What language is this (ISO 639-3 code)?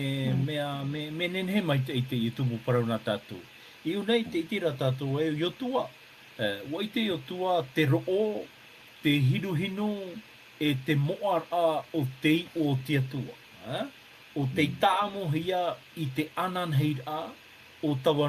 tah